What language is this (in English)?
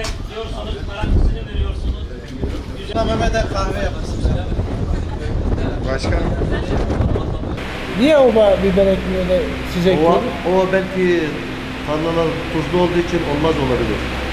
Turkish